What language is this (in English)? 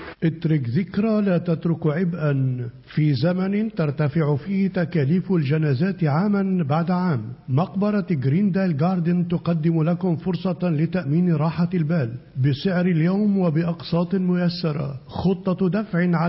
Arabic